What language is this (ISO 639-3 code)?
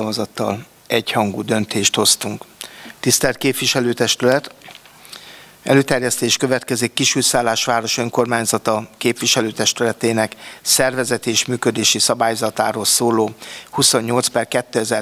hun